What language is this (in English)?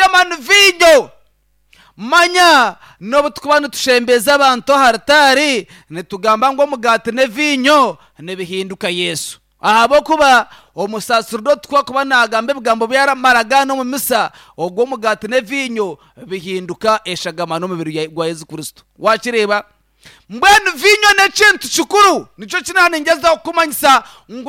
Nyankole